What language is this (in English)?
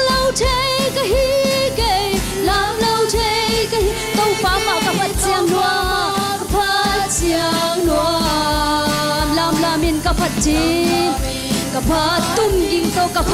Tedim Chin